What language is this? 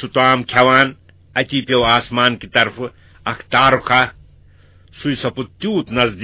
Kashmiri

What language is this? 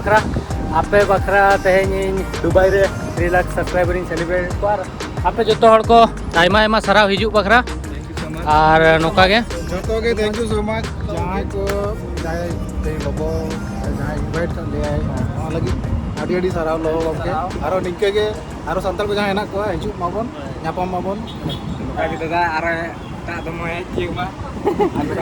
Santali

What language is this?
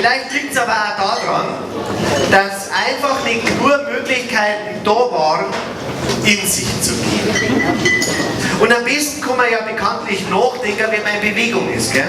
Bavarian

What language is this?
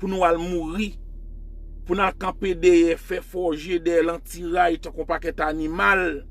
Haitian Creole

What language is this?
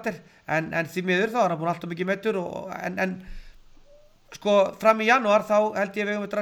Icelandic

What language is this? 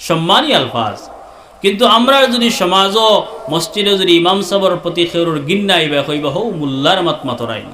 Sylheti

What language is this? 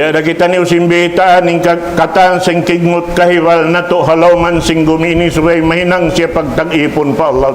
Tausug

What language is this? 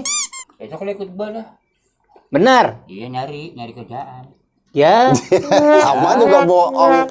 Betawi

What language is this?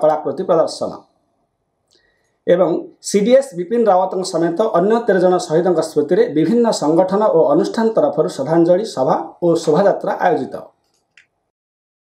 Odia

